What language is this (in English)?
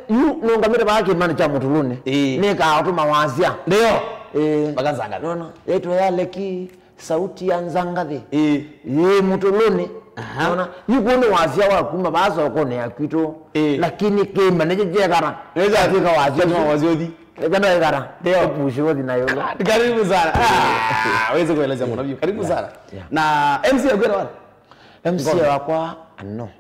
Kamba